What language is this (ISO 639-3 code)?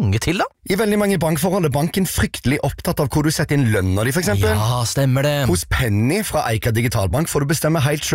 nor